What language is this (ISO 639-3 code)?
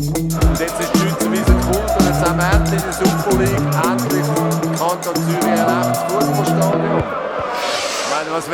gsw